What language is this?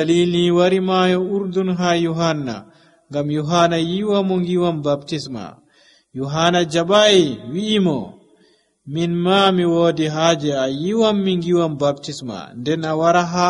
Nigerian Fulfulde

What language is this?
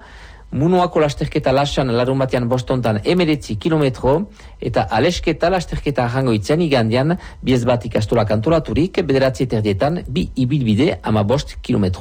Basque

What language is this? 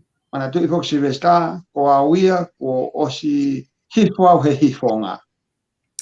Tongan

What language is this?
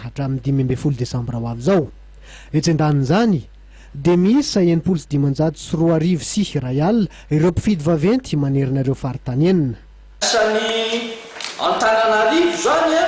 Malagasy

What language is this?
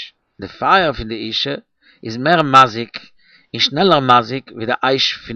Yiddish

